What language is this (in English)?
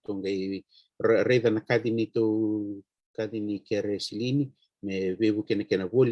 Fijian